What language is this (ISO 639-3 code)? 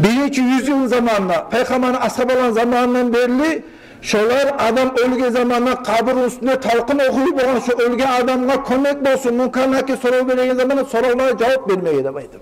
kum